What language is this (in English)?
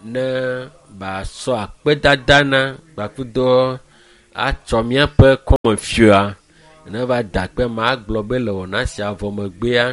Ewe